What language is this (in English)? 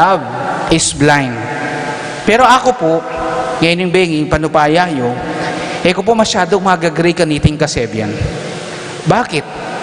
Pampanga